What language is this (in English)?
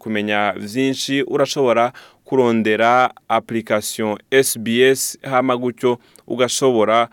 Rundi